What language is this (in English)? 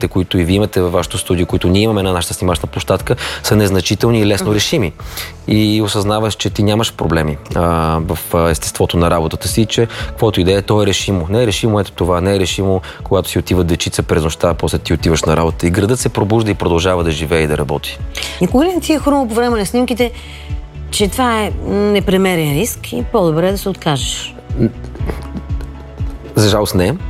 Bulgarian